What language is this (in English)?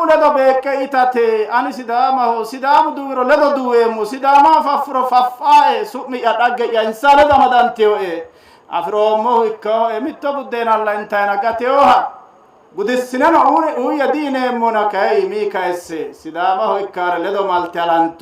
Sidamo